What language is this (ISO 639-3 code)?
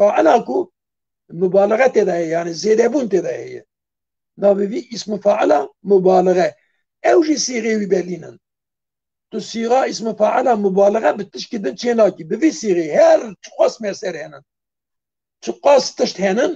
kur